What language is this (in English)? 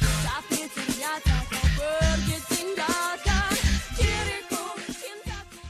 Banjar